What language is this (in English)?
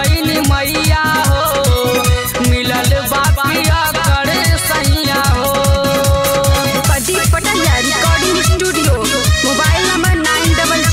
Bhojpuri